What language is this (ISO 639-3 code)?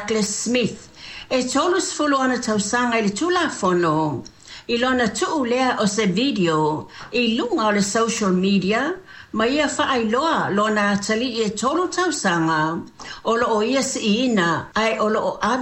smo